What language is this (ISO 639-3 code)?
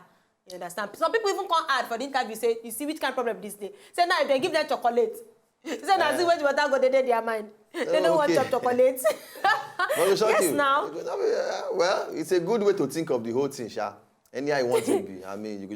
pcm